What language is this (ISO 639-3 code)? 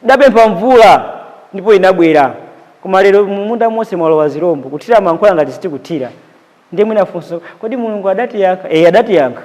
nya